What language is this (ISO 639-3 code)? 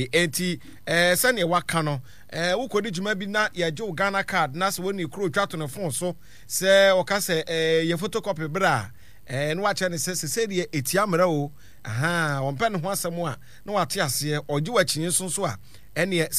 aka